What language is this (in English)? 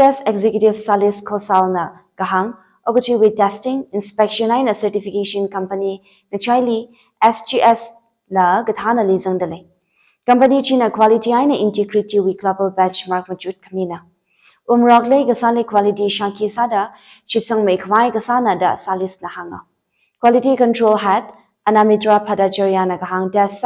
Tangkhul Naga (India)